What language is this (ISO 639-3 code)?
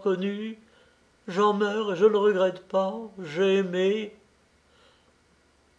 fra